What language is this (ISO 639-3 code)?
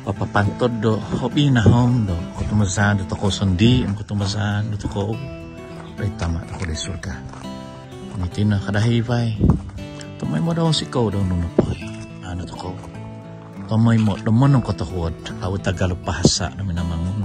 dtp